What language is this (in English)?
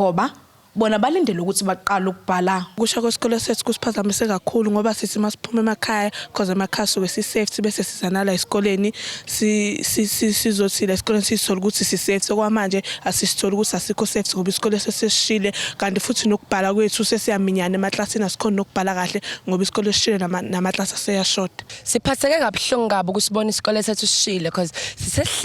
Zulu